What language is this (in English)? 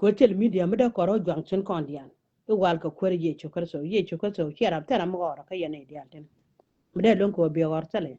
Nuer